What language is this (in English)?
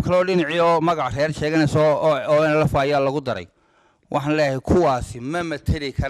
Somali